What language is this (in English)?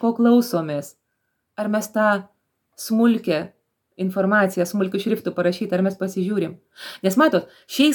Lithuanian